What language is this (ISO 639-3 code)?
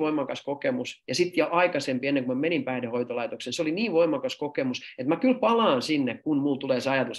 fin